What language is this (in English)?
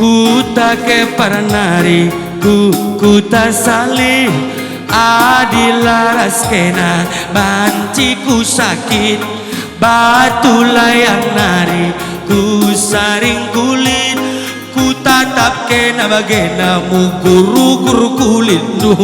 Batak Karo